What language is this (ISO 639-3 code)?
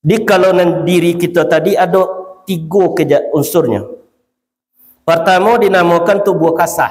min